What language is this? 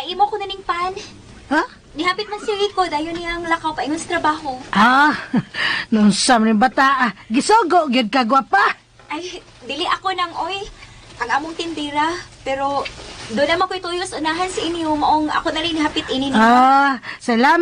Cebuano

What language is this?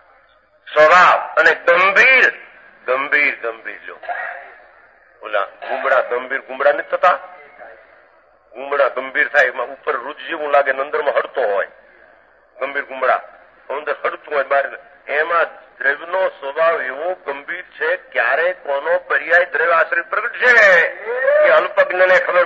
Gujarati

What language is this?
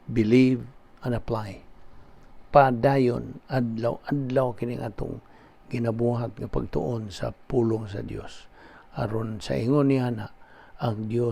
Cebuano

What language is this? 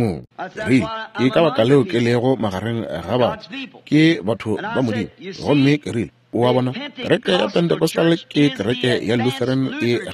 Northern Sotho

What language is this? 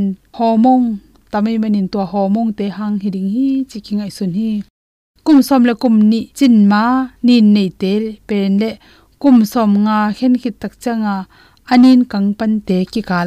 Tedim Chin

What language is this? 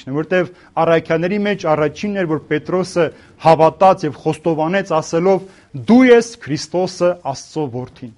Armenian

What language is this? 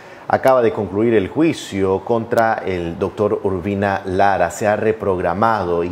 Spanish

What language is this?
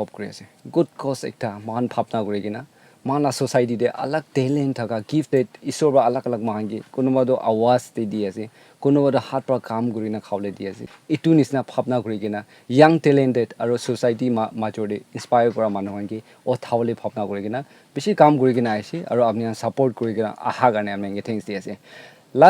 Naga Pidgin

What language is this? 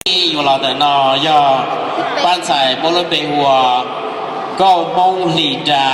Hmong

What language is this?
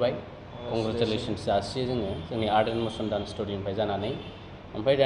Bodo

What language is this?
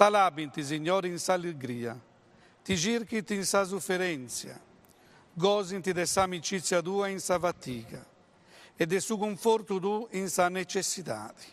Sardinian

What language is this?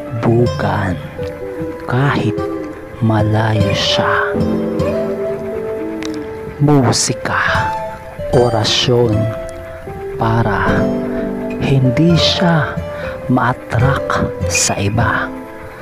Filipino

